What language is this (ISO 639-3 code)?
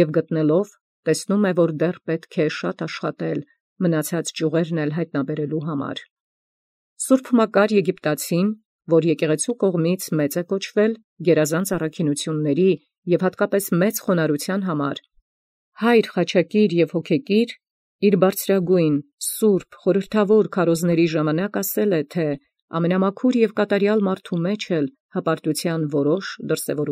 hye